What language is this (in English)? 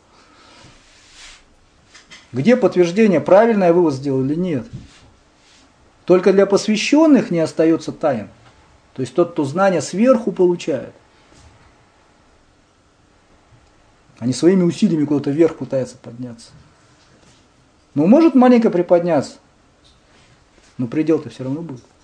Russian